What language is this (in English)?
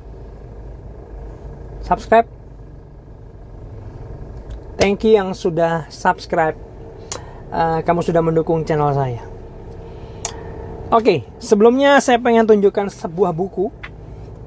Indonesian